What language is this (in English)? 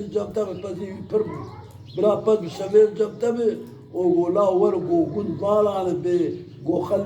Kurdish